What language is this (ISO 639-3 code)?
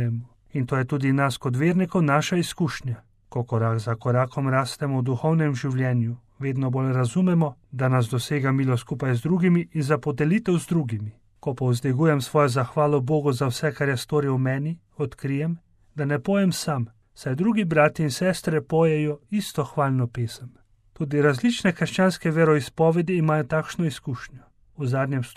slv